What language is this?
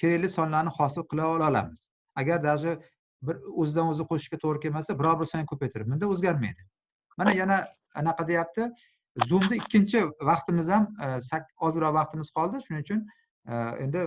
Uzbek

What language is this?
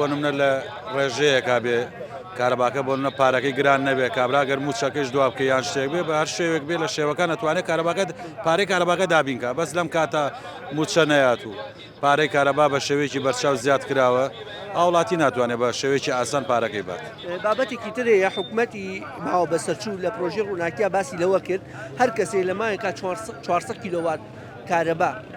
Central Kurdish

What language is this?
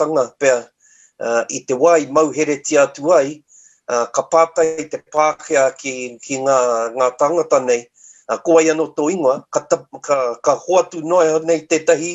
Māori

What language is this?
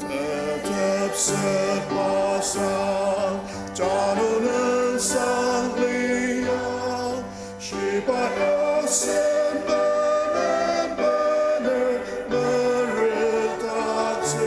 Ao Naga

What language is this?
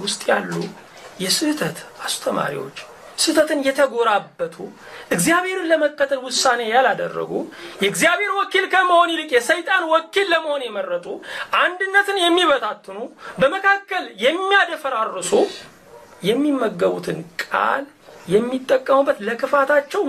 Amharic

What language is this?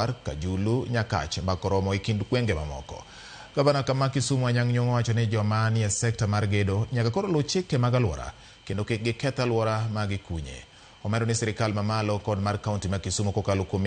Luo (Kenya and Tanzania)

